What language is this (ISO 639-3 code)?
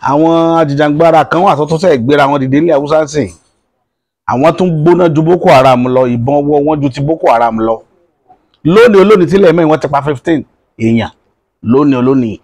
yor